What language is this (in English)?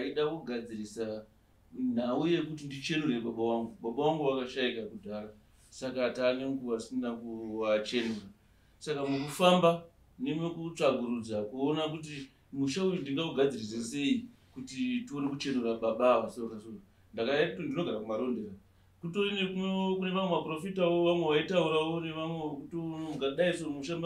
Shona